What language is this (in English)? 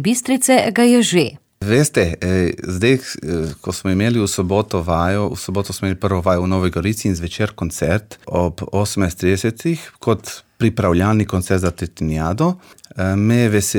Slovenian